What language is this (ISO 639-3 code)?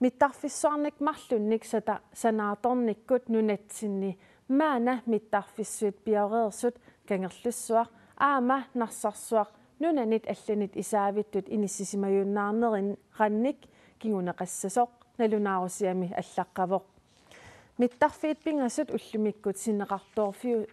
kal